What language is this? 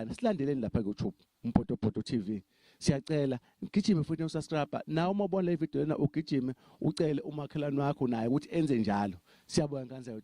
Zulu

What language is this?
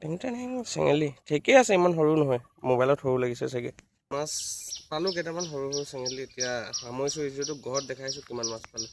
Assamese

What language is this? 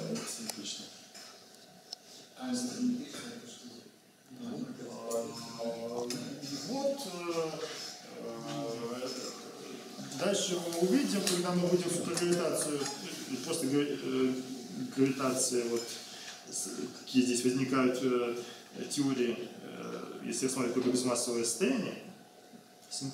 Russian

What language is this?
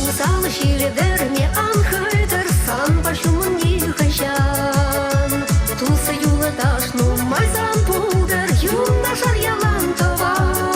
Chuvash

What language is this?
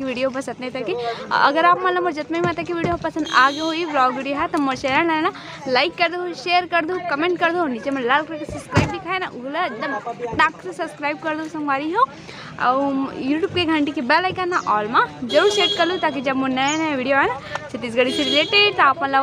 Chhattisgarhi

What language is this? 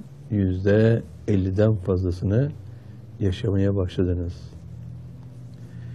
Turkish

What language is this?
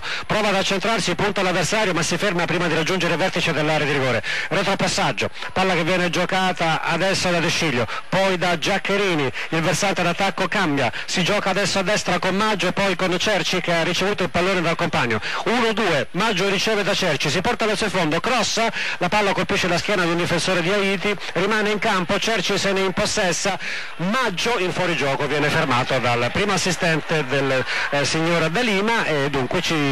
Italian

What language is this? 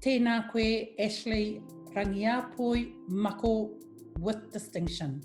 Māori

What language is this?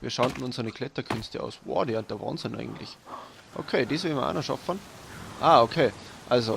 Bavarian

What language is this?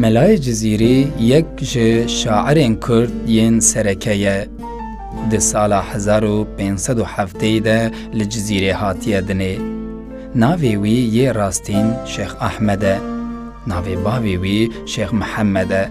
Kurdish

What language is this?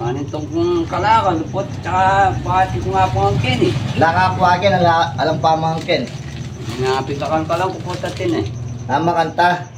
Pampanga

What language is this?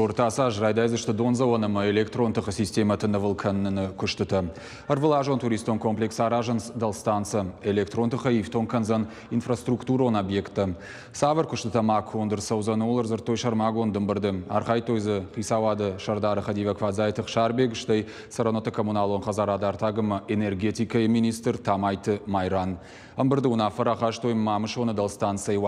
Ossetic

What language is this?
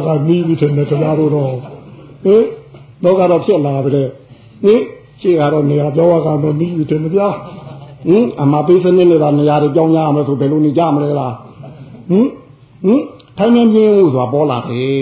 Burmese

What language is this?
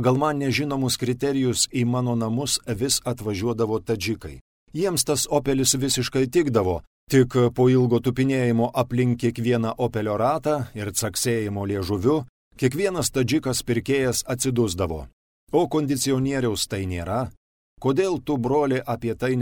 Lithuanian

